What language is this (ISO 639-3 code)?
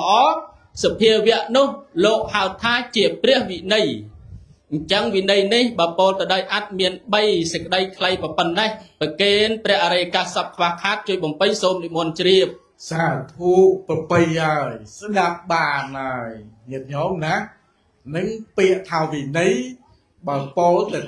khm